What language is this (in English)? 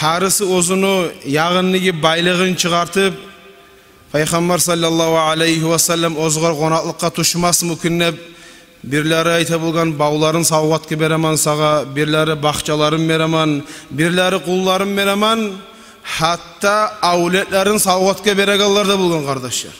Kumyk